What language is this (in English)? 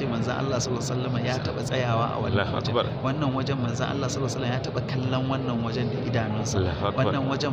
Hausa